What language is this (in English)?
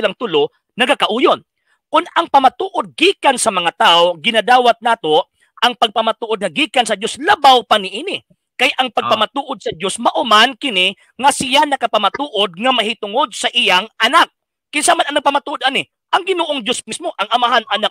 Cebuano